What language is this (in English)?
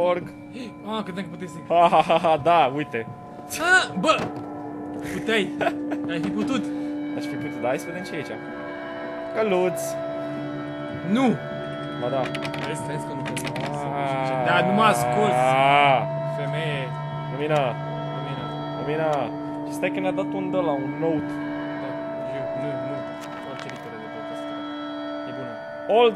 Romanian